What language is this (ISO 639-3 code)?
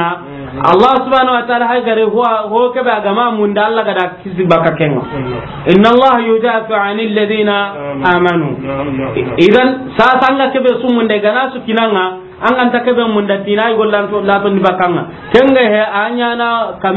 snk